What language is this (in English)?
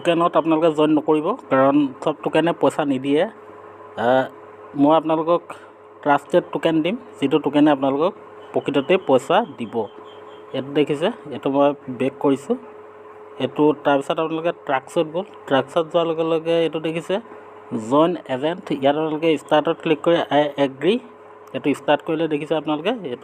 Assamese